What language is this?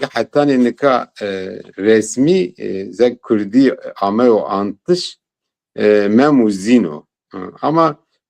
Zaza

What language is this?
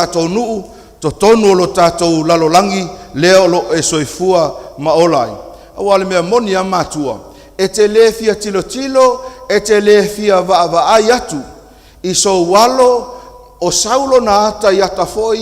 Samoan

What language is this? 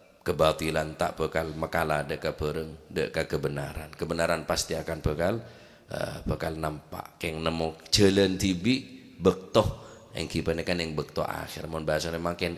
Madurese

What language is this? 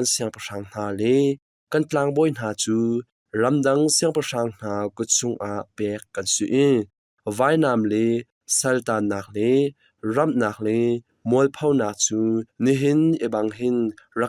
Hakha Chin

